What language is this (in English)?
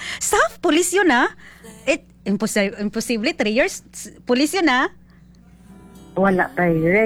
Filipino